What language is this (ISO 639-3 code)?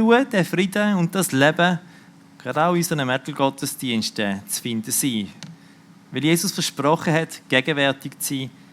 gsw